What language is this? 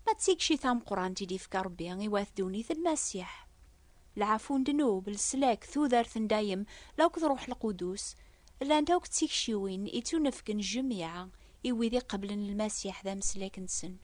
Kabyle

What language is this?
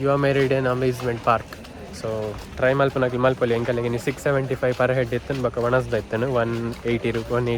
Tulu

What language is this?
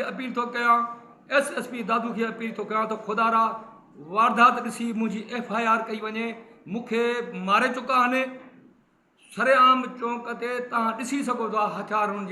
Sindhi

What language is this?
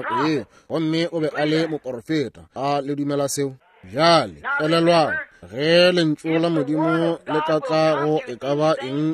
Northern Sotho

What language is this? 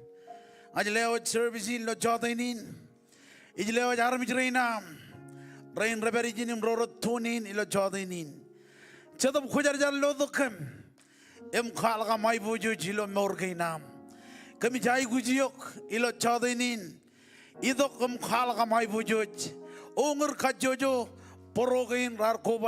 Marshallese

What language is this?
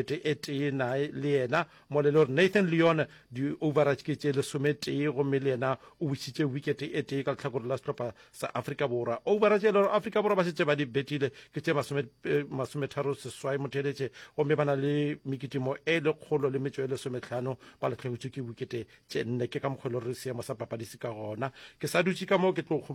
Northern Sotho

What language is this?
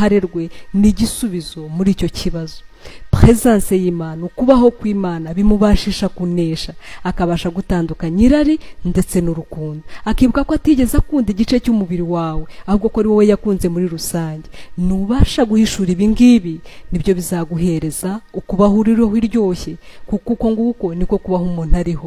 Kinyarwanda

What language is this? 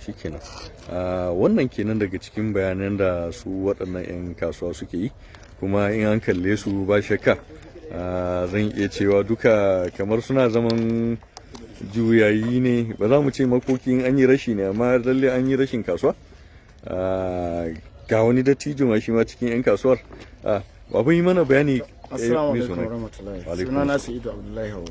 Hausa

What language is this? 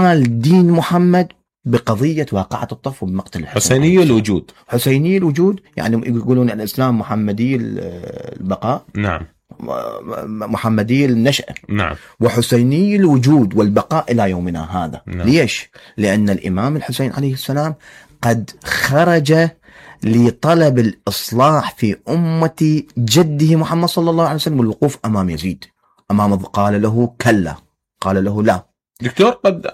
Mesopotamian Arabic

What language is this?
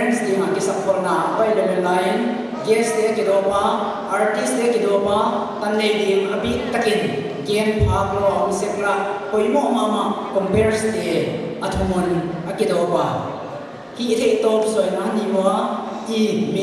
Paite Chin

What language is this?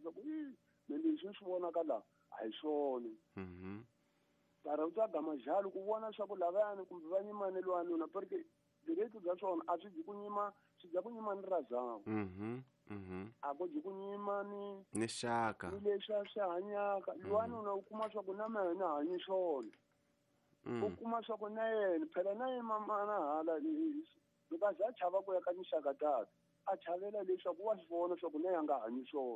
Tsonga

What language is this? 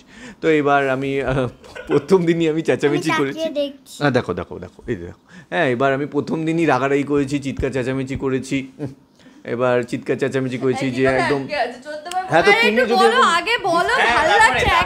Bangla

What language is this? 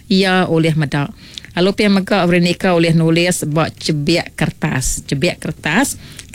Iban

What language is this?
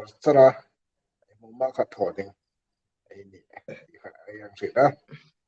Hmar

